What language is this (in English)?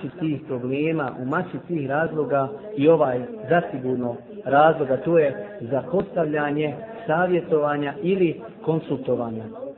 Bosnian